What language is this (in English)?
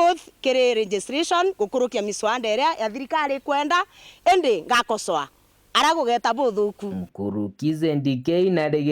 Meru